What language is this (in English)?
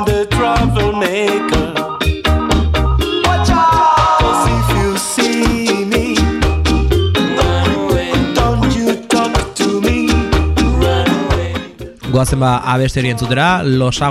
Basque